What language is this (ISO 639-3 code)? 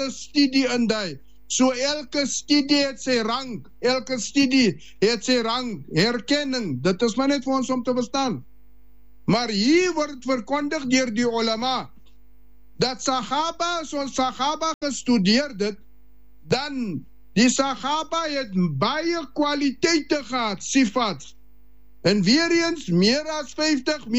afr